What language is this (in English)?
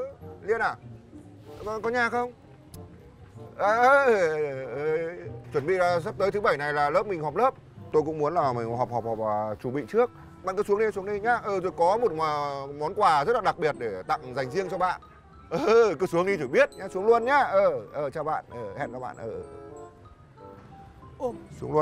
Vietnamese